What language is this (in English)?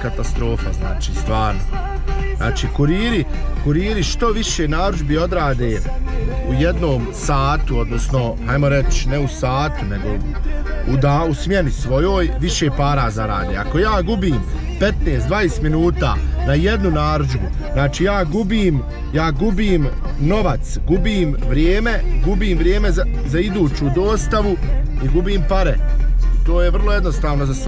Croatian